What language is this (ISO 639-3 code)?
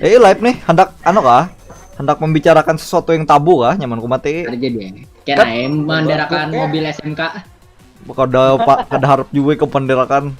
bjn